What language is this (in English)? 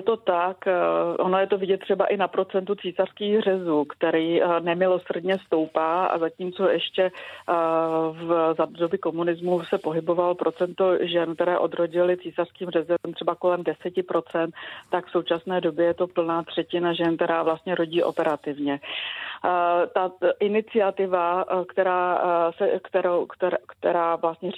Czech